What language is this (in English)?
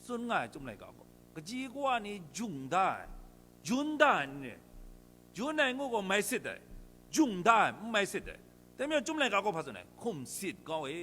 Kachin